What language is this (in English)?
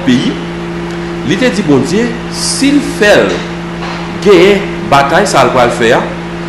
Haitian Creole